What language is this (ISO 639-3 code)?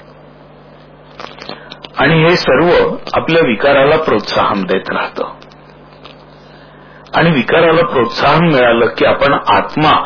mar